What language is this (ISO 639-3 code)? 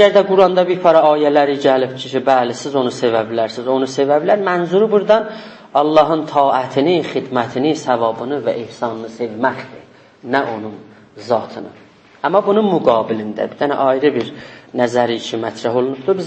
azb